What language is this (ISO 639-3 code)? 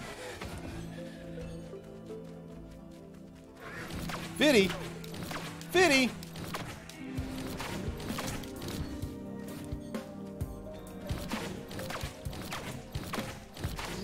eng